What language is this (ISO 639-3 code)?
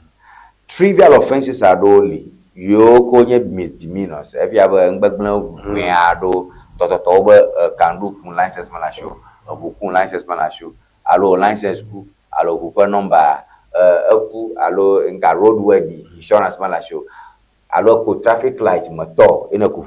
ewe